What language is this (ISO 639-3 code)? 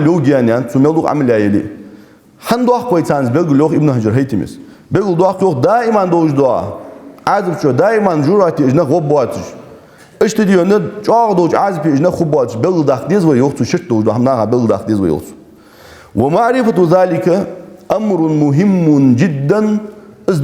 inh